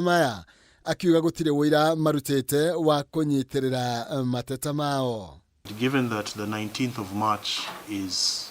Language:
Kikuyu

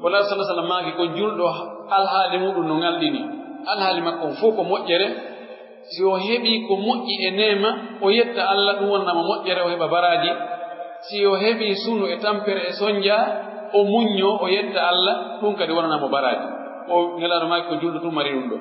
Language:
Pular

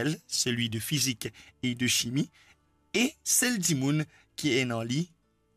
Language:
Morisyen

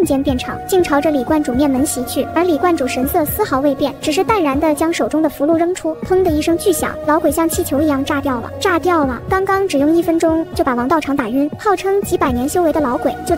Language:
Chinese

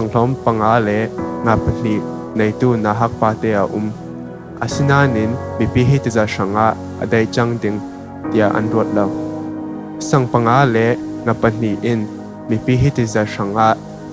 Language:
Falam Chin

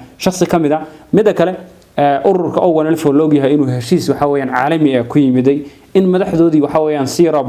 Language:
Somali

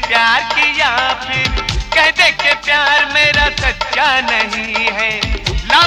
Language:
Hindi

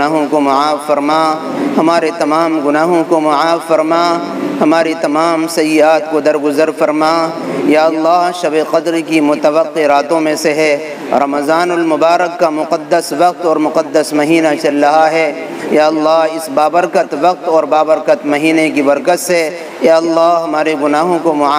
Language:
Urdu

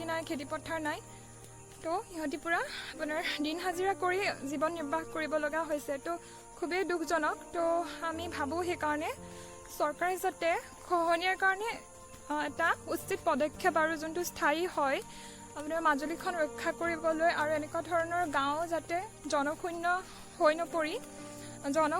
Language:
Assamese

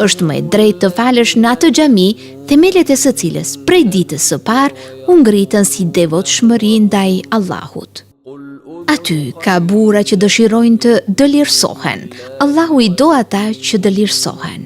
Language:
Albanian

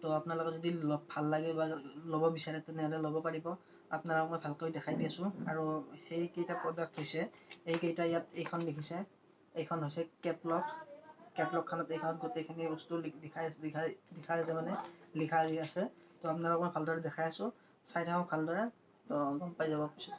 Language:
Assamese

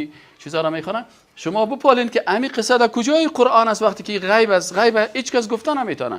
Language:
Persian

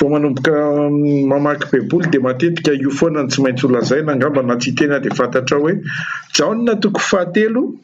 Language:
Malagasy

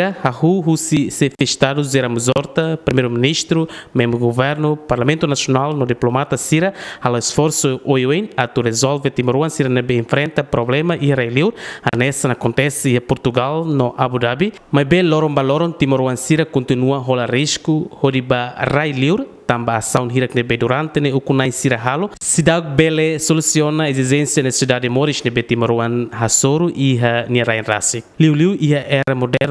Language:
Tetum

